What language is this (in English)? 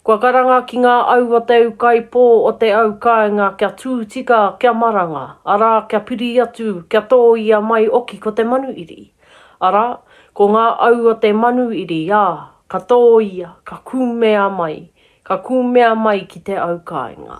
Māori